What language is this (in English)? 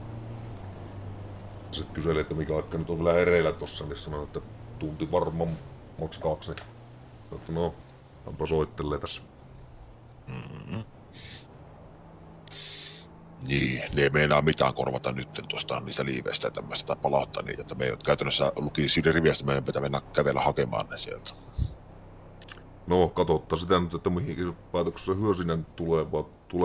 Finnish